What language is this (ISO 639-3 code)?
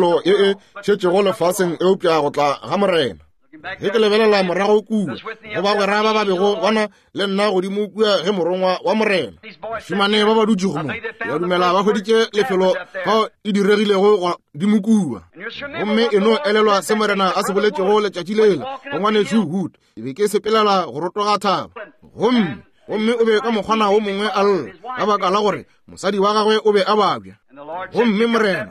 nso